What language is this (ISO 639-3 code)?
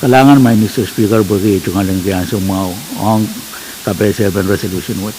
pon